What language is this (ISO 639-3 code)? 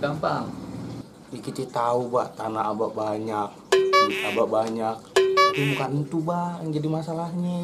bew